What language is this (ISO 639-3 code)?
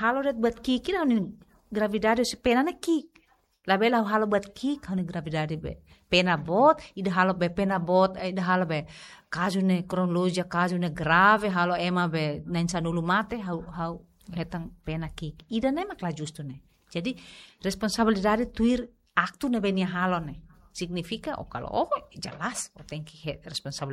tet